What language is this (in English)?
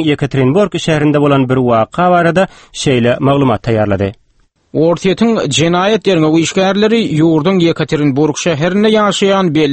Turkmen